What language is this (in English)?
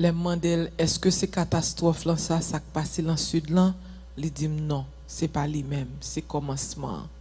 Haitian Creole